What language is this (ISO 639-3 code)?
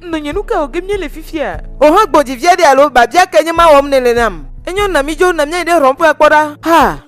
ewe